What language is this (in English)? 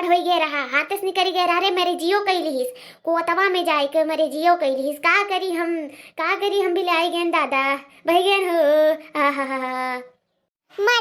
Awadhi